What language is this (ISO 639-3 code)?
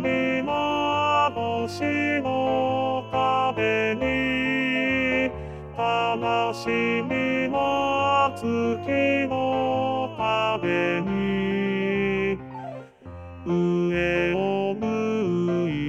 jpn